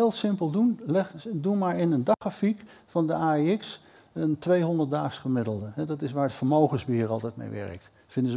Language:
Dutch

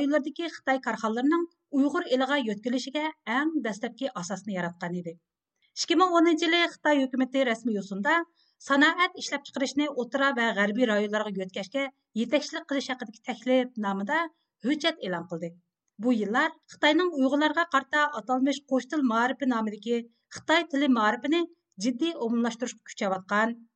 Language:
Uyghur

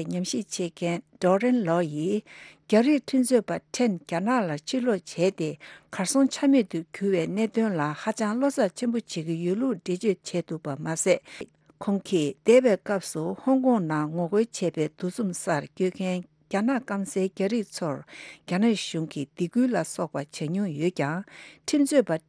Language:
Tibetan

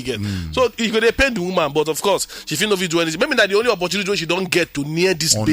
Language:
Nigerian Pidgin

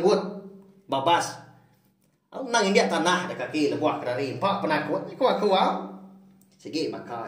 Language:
Iban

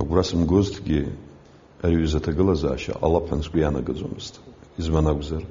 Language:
Abkhazian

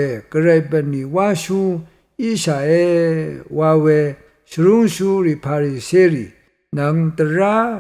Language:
Rawang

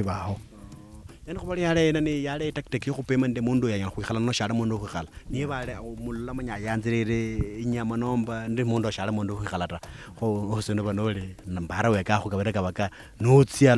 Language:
Luyia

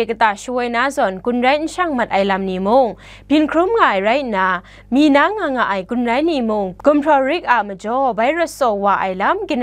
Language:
Kachin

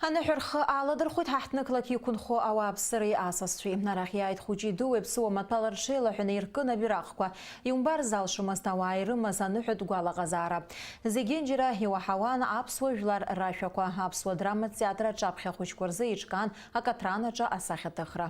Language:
Abkhazian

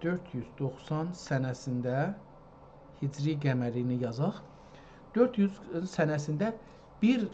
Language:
South Azerbaijani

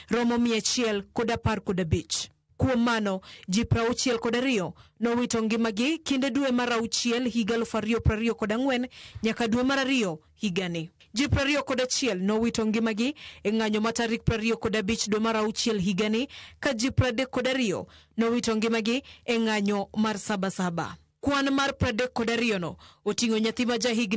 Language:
Luo (Kenya and Tanzania)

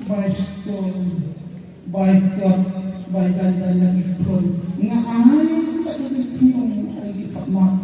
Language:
Khasi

